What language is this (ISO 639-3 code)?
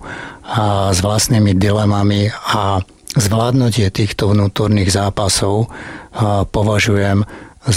slk